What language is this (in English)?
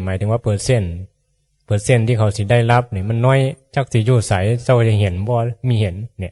Northeastern Thai